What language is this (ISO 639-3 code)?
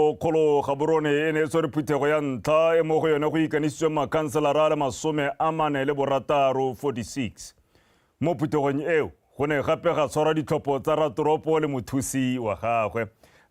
tsn